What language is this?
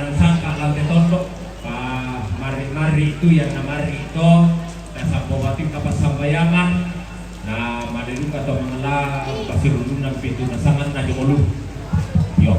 Toraja-Sa'dan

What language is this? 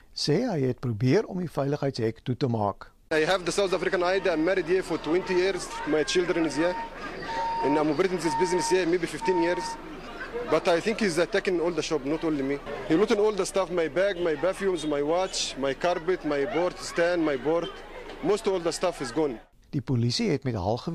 Afrikaans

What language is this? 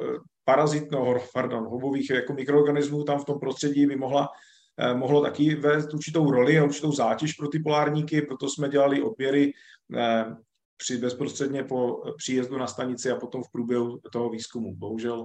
Czech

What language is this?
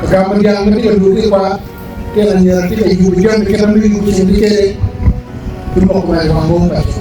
Acoli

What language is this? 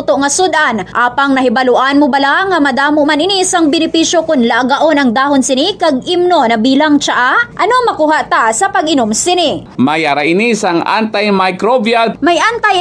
Hiligaynon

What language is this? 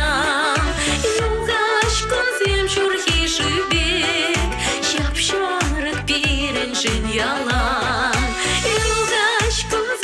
Chuvash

